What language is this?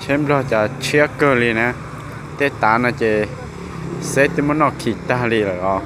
Hmong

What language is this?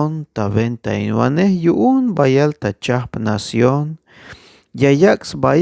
Tzeltal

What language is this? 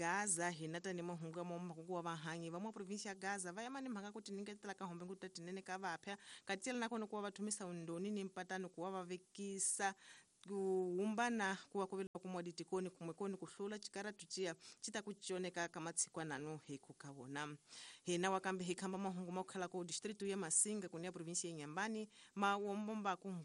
Tsonga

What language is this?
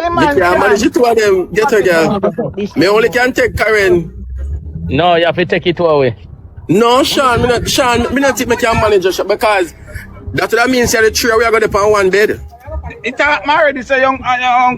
Jamaican Creole English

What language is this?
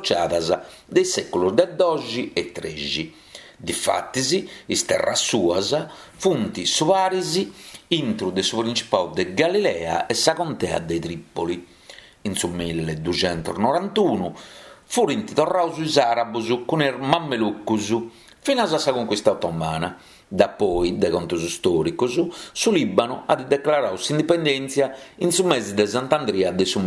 Sardinian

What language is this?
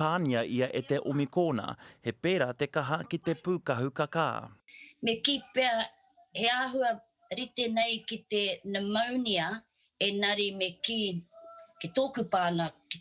Māori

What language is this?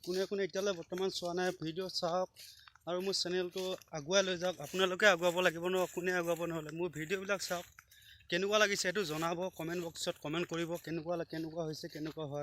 Assamese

